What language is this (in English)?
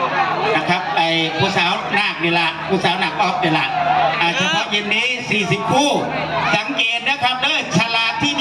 Northeastern Thai